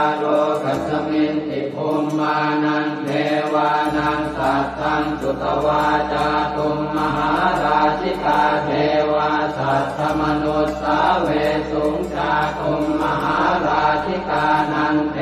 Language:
Pali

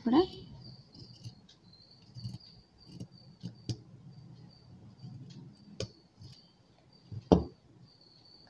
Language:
Telugu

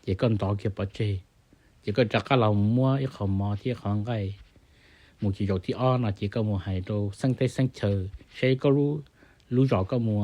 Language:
Hmong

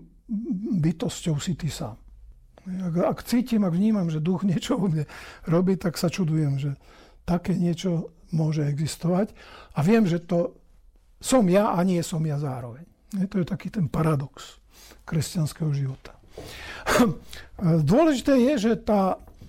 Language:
Slovak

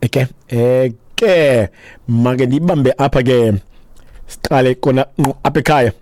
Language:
Xhosa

